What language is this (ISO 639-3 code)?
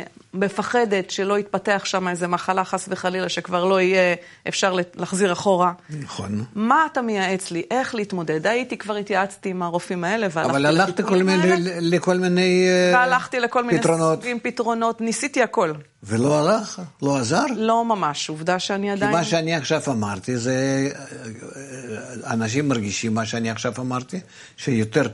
heb